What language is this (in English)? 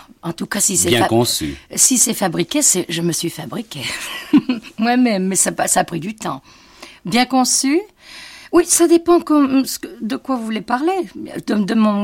French